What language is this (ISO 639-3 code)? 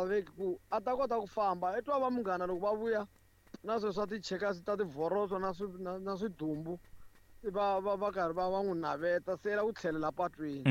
tso